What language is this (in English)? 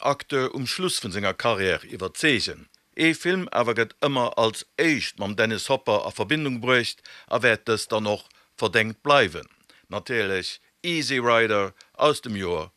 Luxembourgish